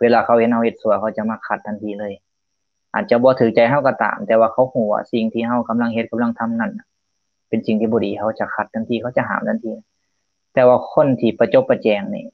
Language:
Lao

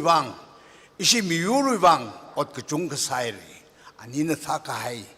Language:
Tangkhul Naga (India)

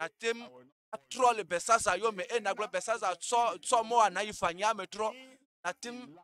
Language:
Ewe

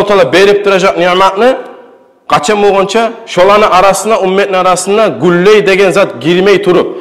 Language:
Kumyk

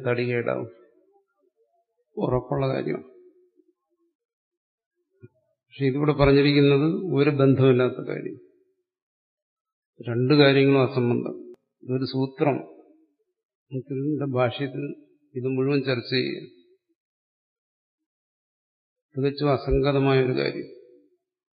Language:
Malayalam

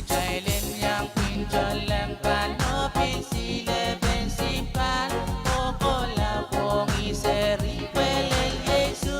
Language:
Pohnpeian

